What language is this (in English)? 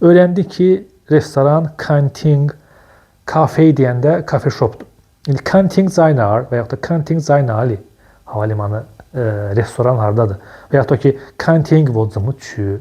Azerbaijani